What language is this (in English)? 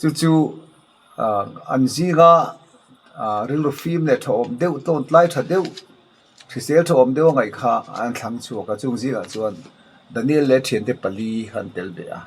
Mizo